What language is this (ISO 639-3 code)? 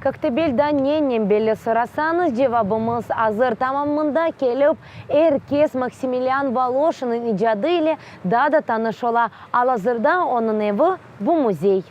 crh